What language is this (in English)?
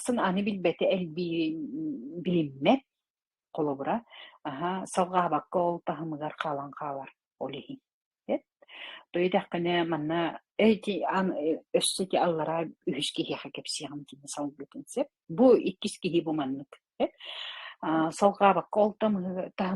Yakut